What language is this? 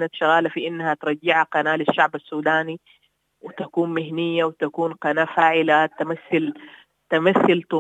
Sudanese Arabic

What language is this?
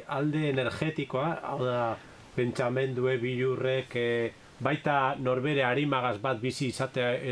Basque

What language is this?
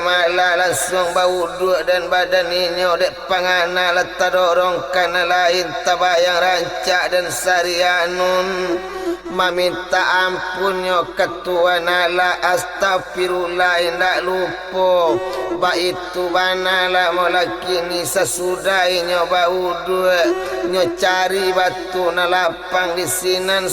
Minangkabau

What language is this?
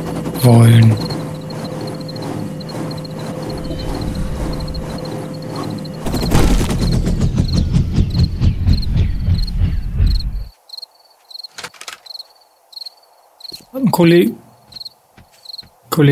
German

